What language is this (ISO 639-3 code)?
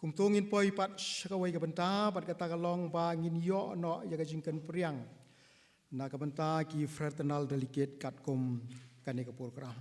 kha